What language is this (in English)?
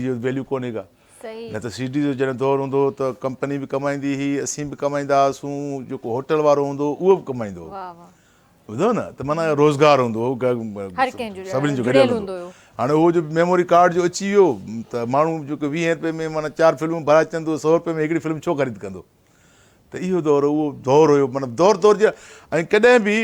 Sindhi